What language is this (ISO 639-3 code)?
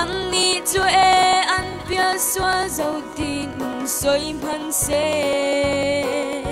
cfm